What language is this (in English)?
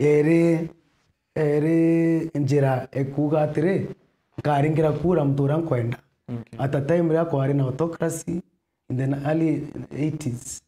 Meru